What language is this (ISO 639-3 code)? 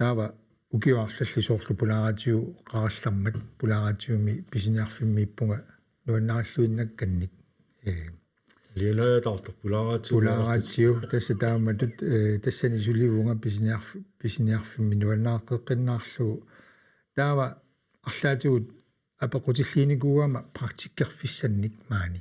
kal